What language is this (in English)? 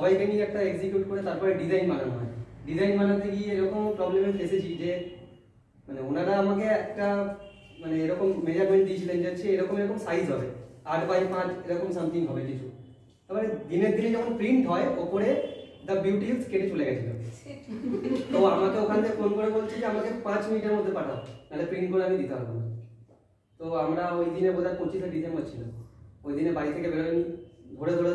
Bangla